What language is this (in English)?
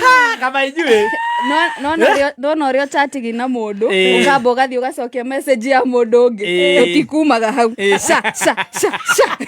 Kikuyu